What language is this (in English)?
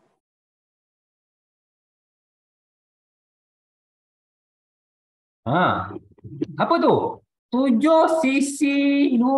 Malay